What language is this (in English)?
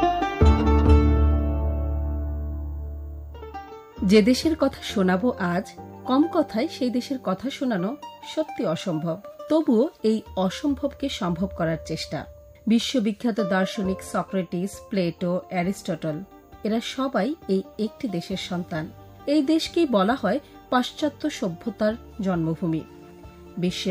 Bangla